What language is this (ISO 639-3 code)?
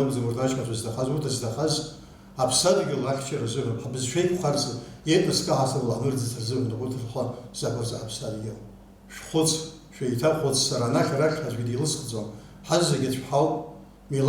abk